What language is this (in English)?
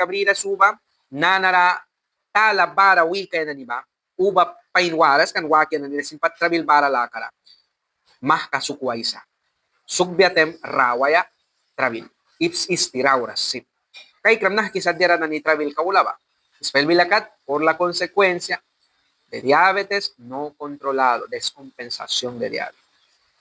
Mískito